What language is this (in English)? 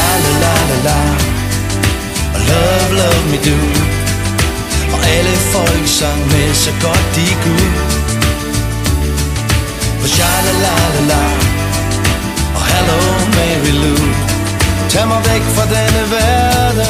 Danish